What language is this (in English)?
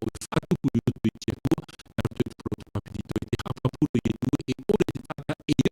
Tahitian